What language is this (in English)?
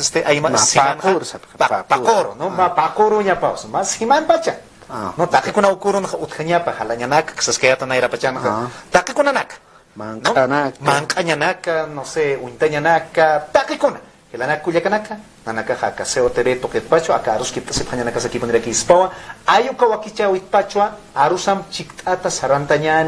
Aymara